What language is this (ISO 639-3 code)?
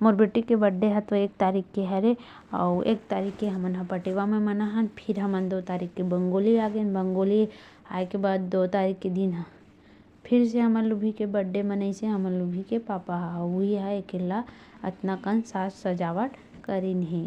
hne